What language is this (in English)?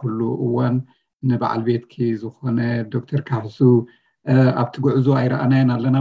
Tigrinya